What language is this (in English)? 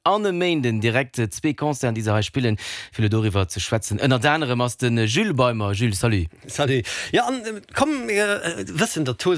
Luxembourgish